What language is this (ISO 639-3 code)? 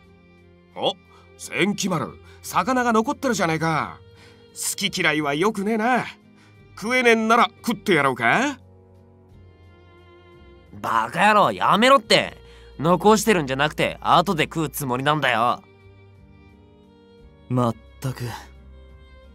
jpn